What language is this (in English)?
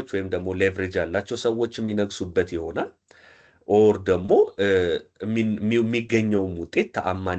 Amharic